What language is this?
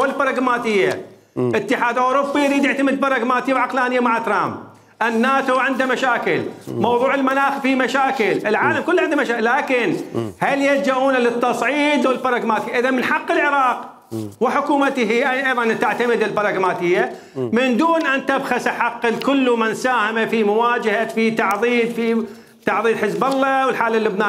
Mesopotamian Arabic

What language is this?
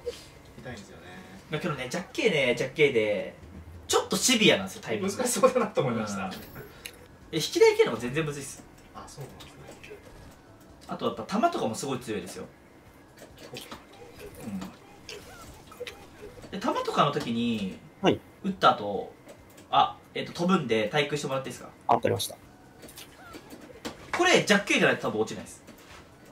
Japanese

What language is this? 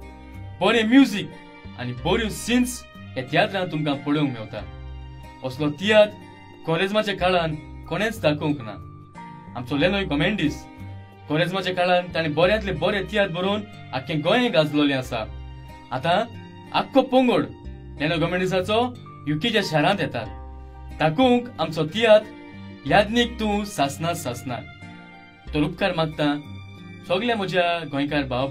Konkani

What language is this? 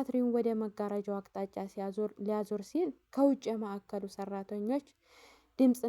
Amharic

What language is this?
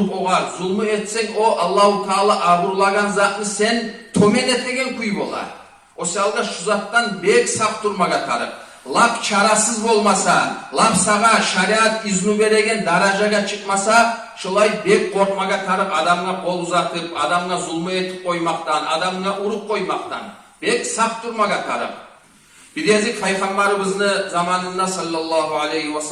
Kumyk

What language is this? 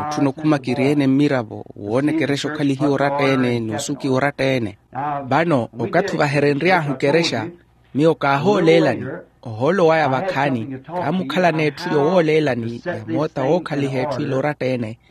Makhuwa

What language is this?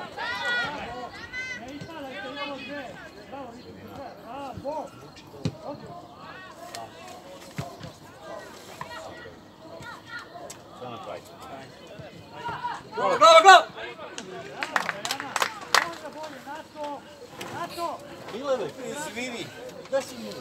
Serbian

